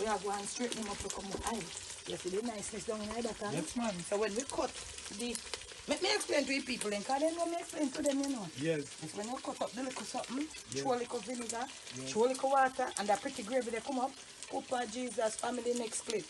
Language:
Jamaican Creole English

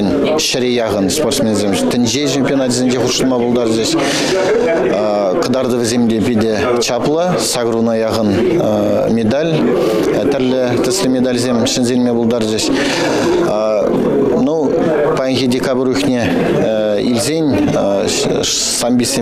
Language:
Chuvash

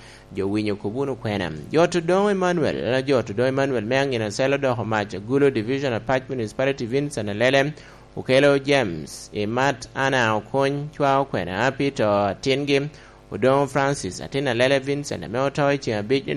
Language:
Lango (Uganda)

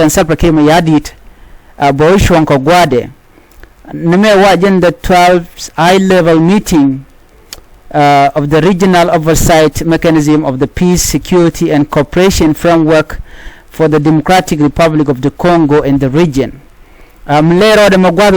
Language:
Nuer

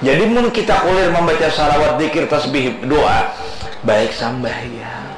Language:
Banjar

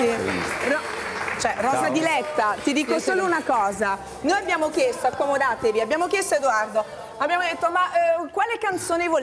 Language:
Italian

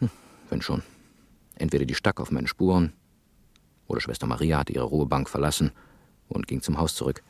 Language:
Swiss German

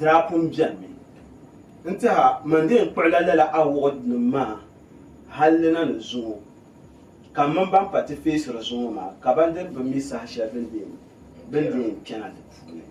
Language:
Dagbani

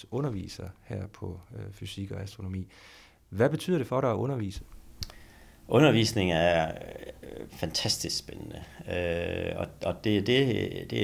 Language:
Danish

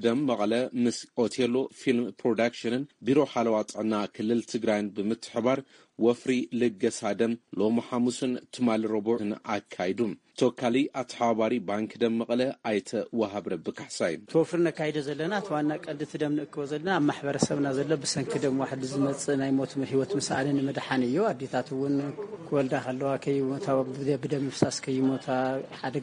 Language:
Tigrinya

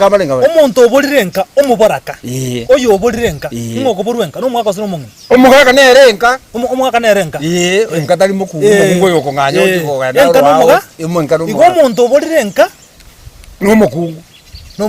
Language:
Gusii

